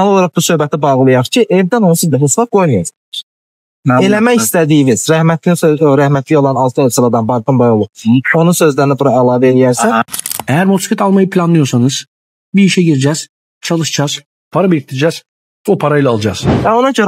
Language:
Azerbaijani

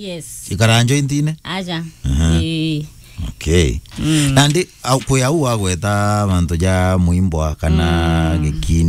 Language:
Meru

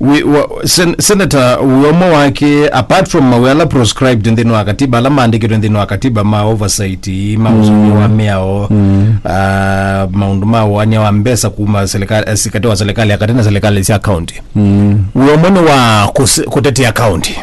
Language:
Kamba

